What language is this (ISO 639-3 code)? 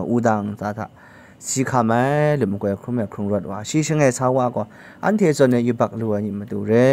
kac